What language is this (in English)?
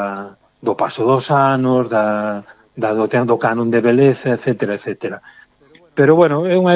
Galician